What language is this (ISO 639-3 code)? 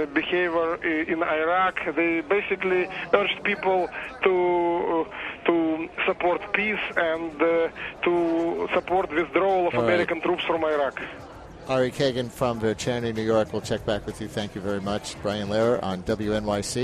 eng